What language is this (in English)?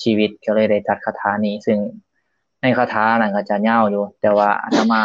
Lao